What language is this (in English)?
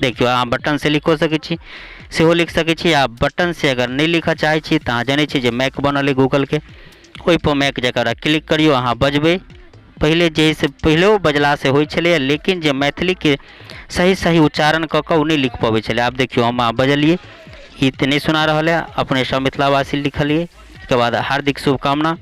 Maithili